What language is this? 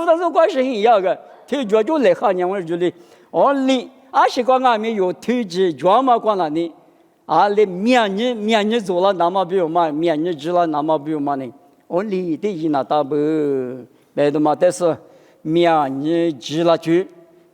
Lisu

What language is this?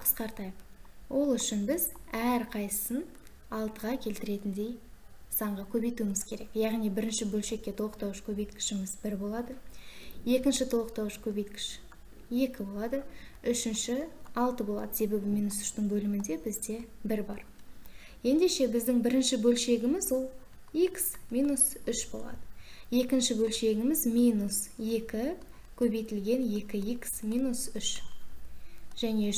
Kazakh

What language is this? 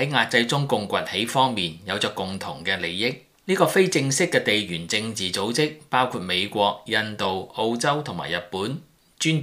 Cantonese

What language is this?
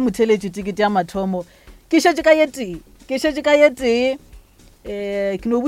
Northern Sotho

